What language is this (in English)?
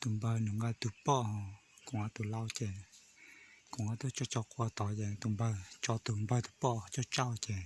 Hmong